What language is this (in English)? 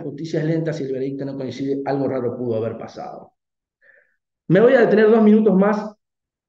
Spanish